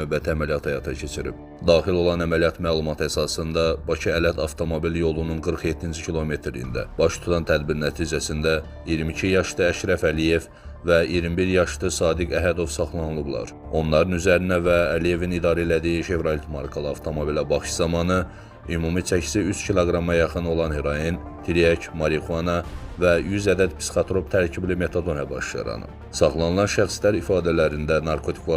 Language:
Azerbaijani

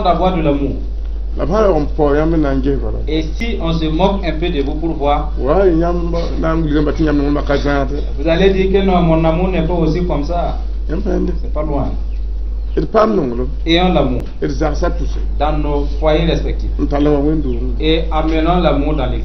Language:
Mossi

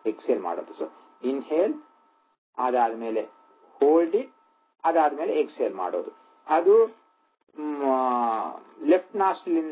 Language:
Kannada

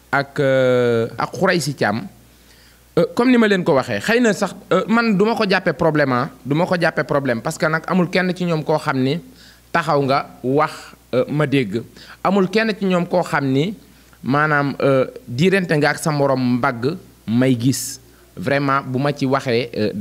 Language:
Wolof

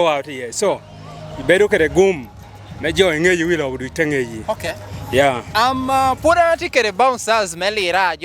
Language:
Lango (Uganda)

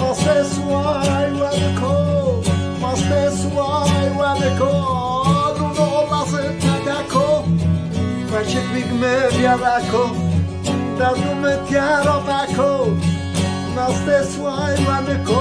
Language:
Zaza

